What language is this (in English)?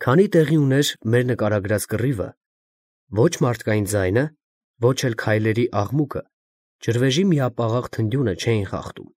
Armenian